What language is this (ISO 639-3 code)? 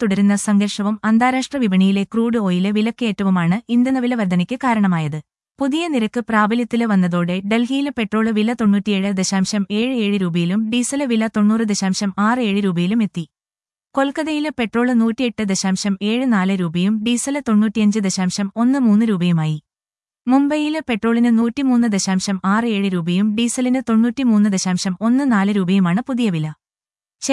mal